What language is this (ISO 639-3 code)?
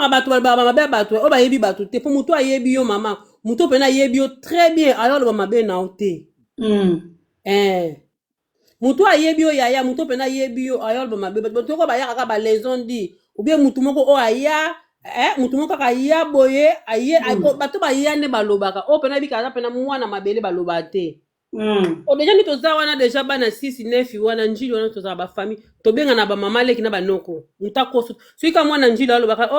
lin